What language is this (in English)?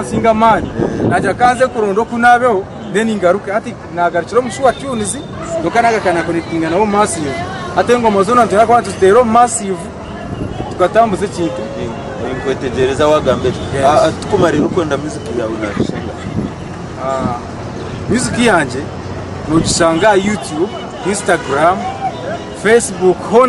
Nyankole